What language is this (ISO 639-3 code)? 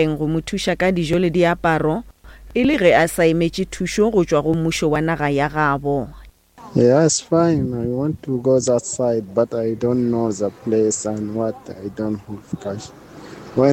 nso